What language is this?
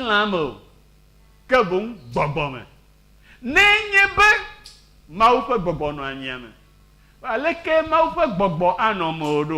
Ewe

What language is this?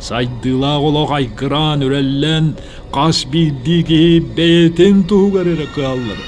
Yakut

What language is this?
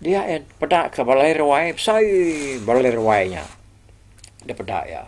Iban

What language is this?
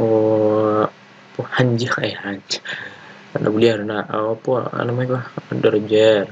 Minangkabau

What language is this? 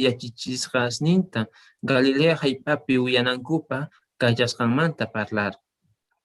South Bolivian Quechua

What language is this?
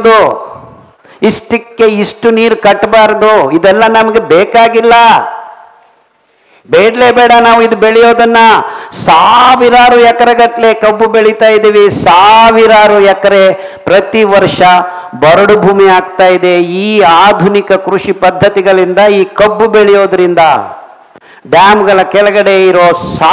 Kannada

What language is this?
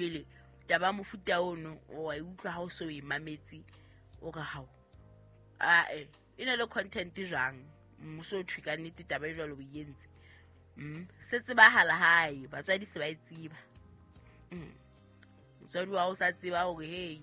Southern Sotho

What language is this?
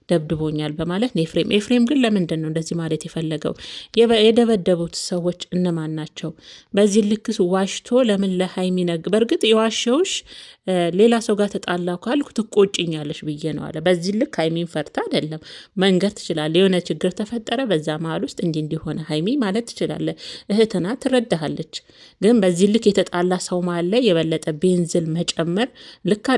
Amharic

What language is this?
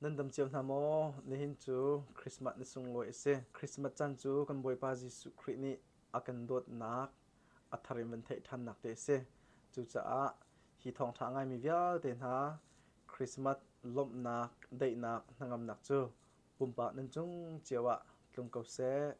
Hakha Chin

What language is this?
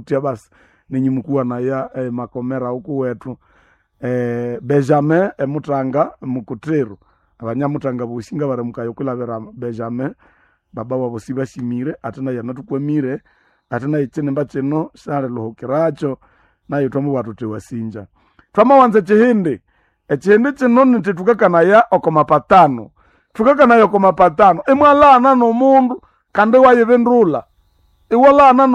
Nande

